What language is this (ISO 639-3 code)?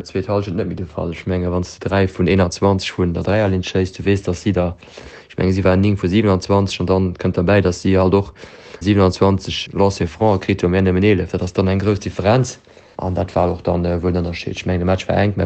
ltz